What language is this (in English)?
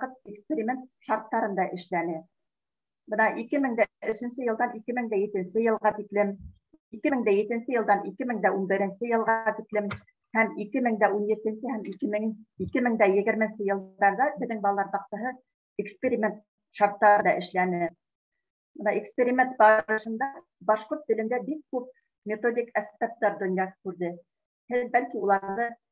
Bashkir